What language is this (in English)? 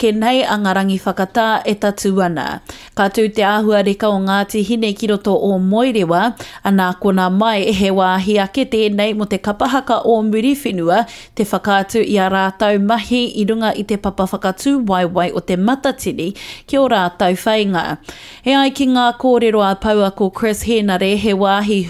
Māori